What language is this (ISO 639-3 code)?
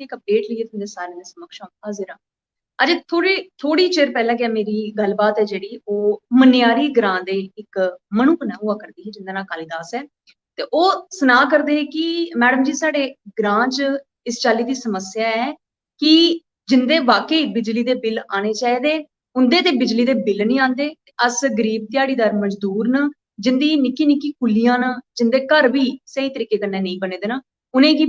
doi